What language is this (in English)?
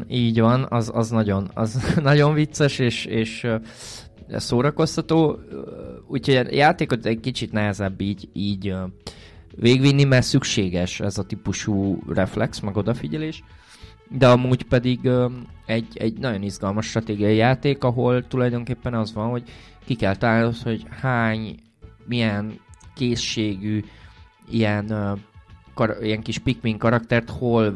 Hungarian